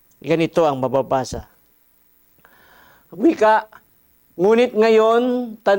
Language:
Filipino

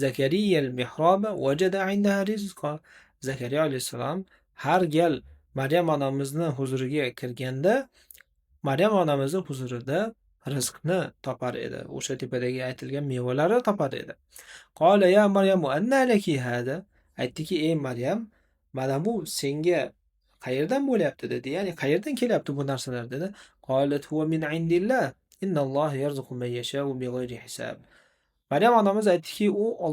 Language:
Uzbek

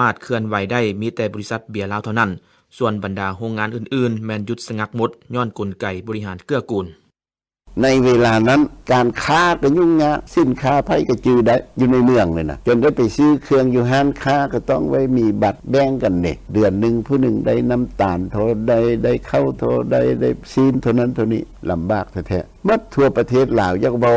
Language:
Lao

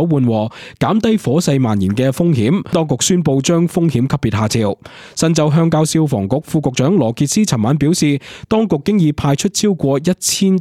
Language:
Cantonese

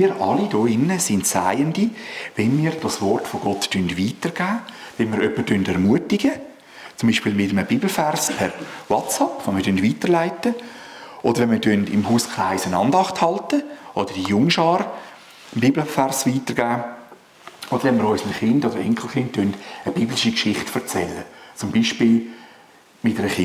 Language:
Swiss German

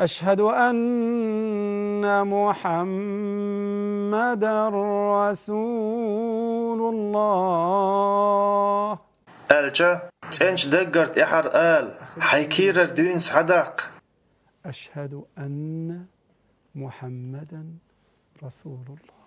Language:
Chechen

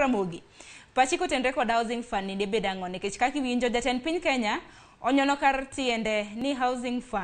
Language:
Luo (Kenya and Tanzania)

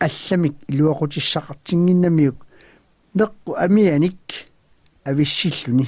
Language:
Kalaallisut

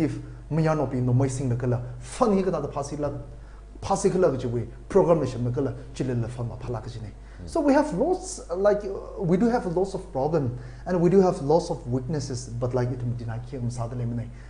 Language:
Tangkhul Naga (India)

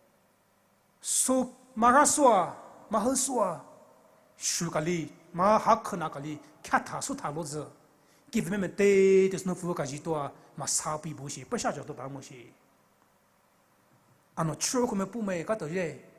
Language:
Poumei Naga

